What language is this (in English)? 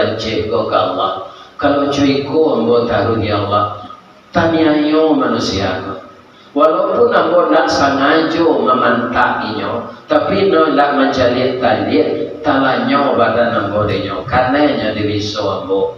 Minangkabau